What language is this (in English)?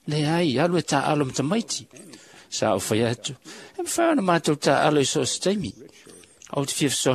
Samoan